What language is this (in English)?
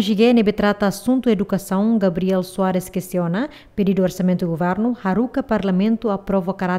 Tetum